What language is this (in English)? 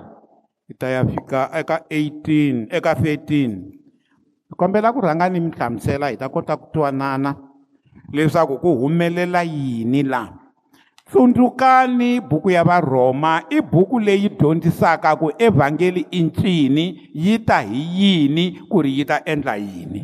Tsonga